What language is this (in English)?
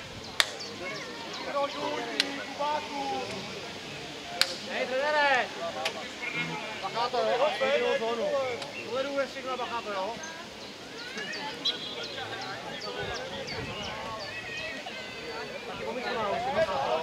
Czech